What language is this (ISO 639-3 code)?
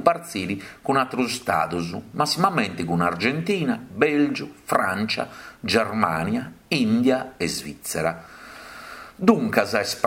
srd